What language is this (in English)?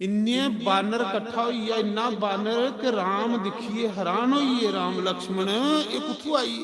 Dogri